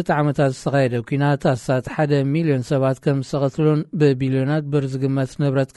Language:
Tigrinya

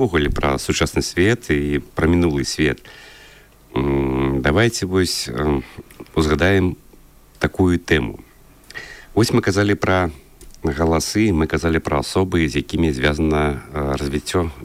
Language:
Belarusian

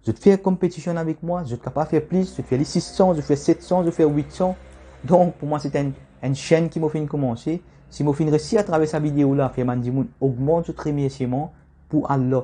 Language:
Morisyen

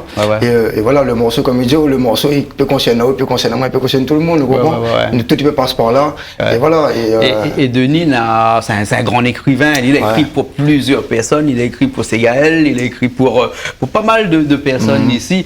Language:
Réunion Creole French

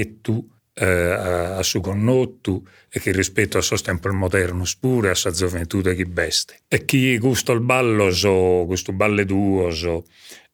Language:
Sardinian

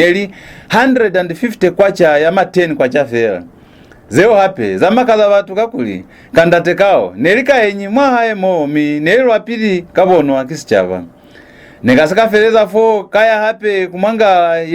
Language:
Lozi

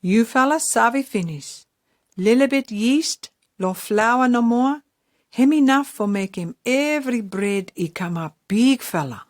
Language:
Pijin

